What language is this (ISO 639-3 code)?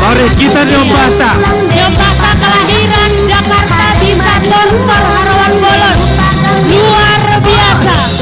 bts